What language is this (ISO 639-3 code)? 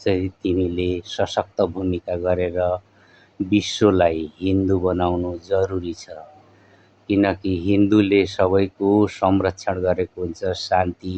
nep